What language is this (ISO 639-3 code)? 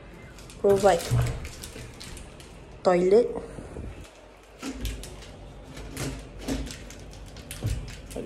msa